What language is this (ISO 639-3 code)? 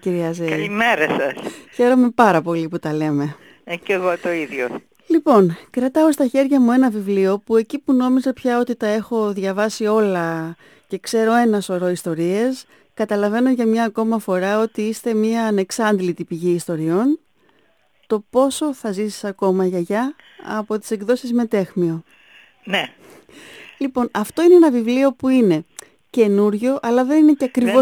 ell